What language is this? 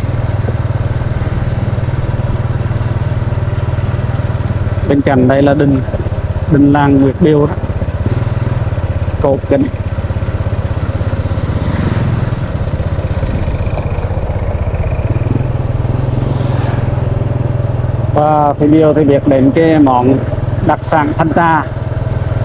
Vietnamese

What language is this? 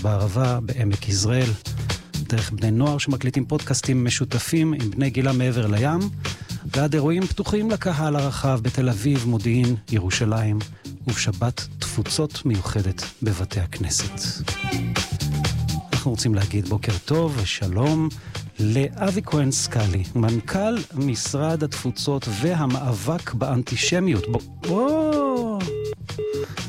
Hebrew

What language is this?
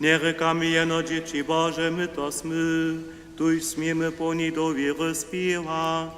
Upper Sorbian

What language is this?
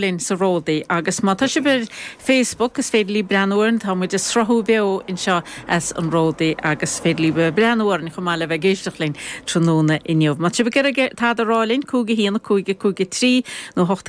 Irish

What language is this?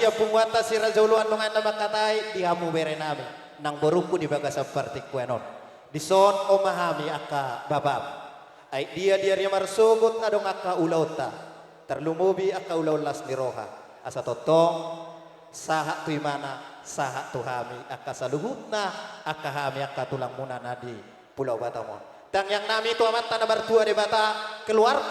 Batak Toba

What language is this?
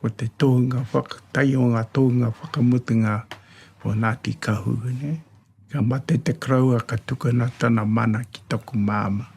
Māori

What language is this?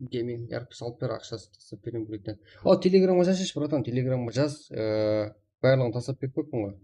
Kara-Kalpak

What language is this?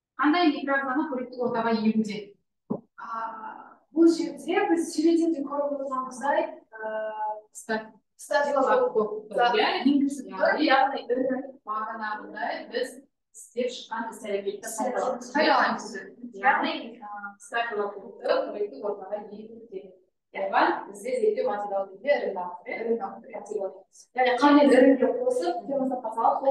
Kazakh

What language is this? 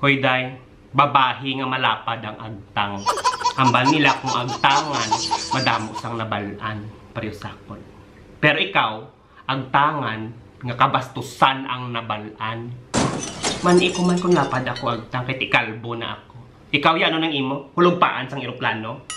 Hiligaynon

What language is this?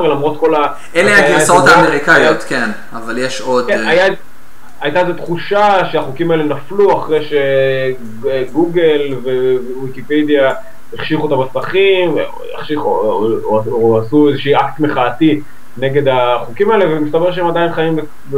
Hebrew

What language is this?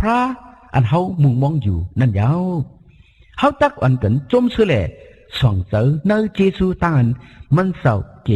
Shan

